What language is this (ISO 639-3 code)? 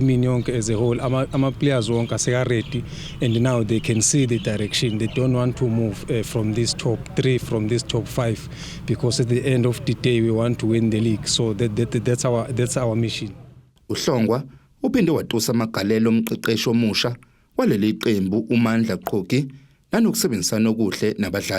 zul